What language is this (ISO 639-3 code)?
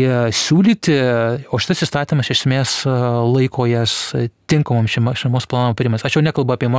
lit